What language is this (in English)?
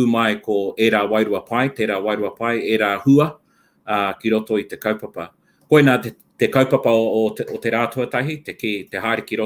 Māori